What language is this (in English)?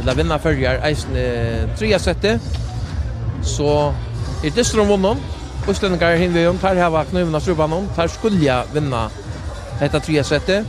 Faroese